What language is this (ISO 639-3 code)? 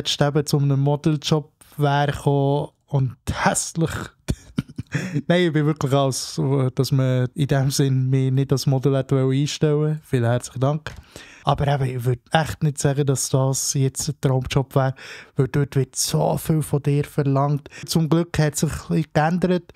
gsw